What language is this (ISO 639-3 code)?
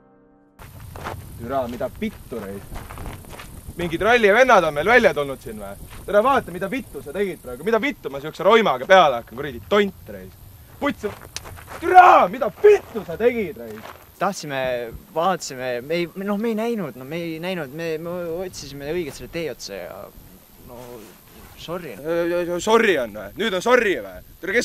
est